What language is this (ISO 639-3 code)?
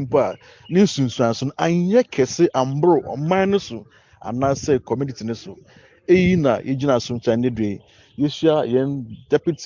aka